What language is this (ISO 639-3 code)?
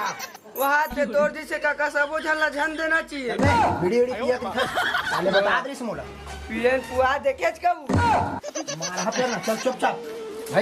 hne